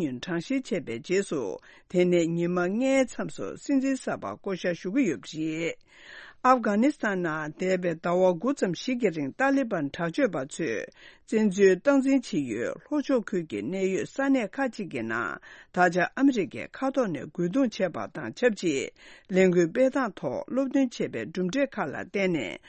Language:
Tibetan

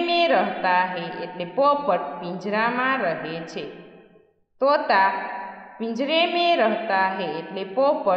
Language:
Gujarati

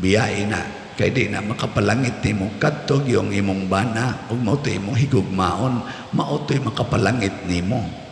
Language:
Cebuano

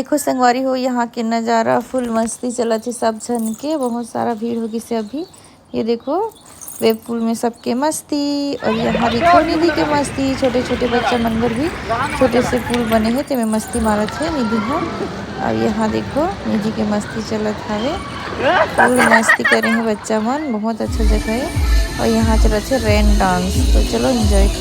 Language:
Chhattisgarhi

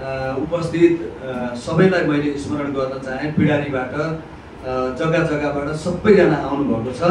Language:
Nepali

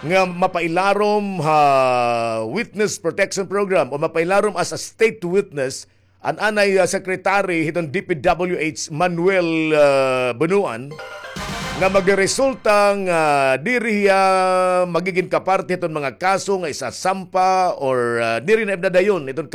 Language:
Waray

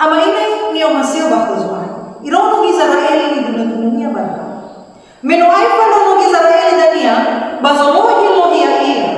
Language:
Nias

